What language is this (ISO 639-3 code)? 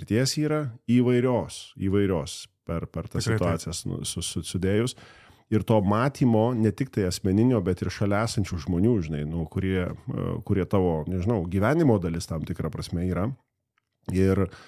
lit